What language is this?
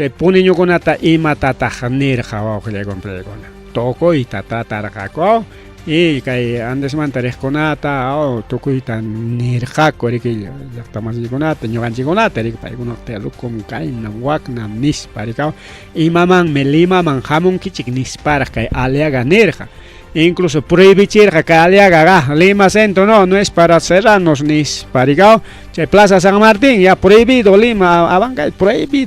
Ayacucho Quechua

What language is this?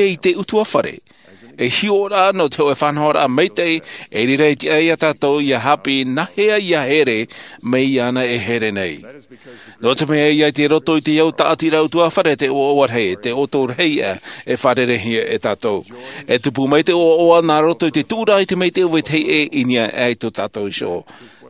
Tahitian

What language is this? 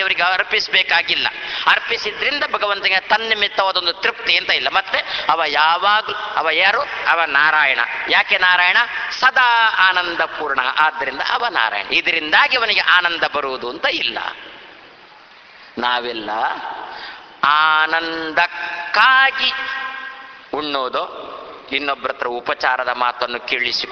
Kannada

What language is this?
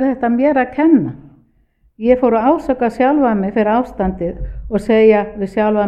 Icelandic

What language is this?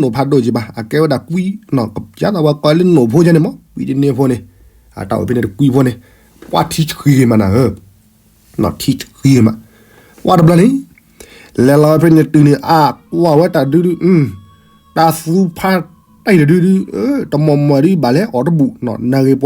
S'gaw Karen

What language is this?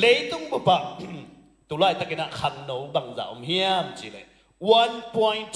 Tedim Chin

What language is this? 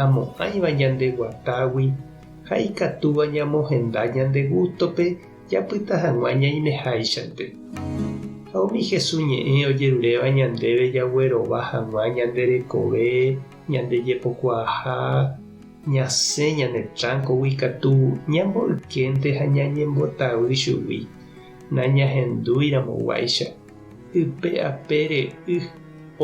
Guarani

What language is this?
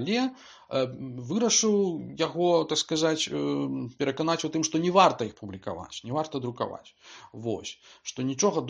Belarusian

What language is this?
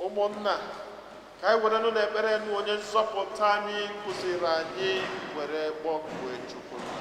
Igbo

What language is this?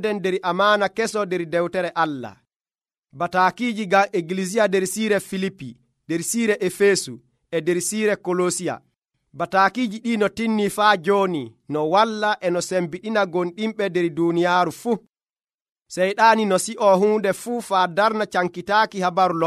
Nigerian Fulfulde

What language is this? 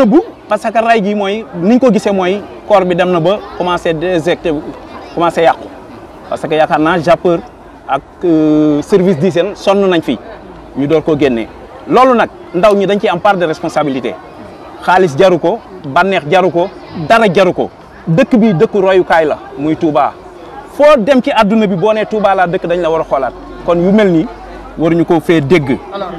Wolof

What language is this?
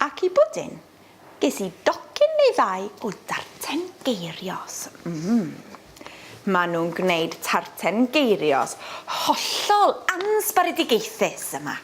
Welsh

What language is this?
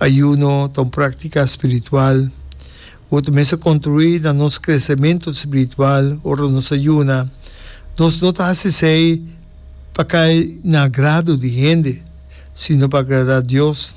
Papiamento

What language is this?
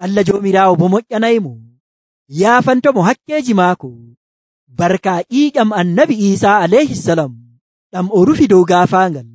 Nigerian Fulfulde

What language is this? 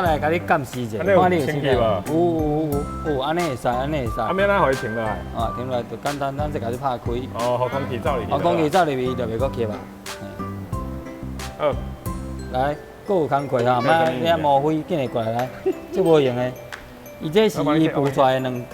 Min Nan Chinese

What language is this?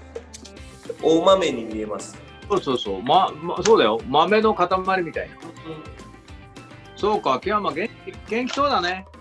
Japanese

